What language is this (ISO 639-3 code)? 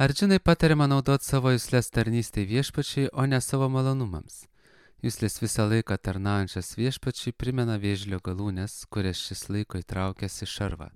lit